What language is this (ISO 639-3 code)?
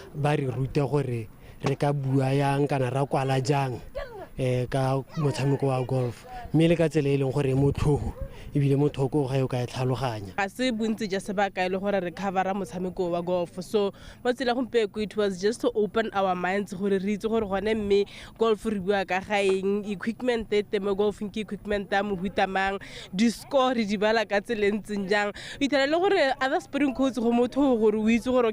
tsn